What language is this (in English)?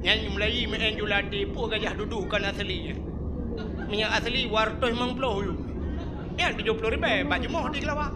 Achinese